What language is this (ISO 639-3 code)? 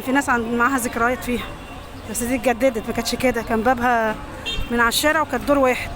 arz